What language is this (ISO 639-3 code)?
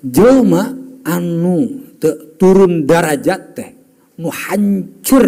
sun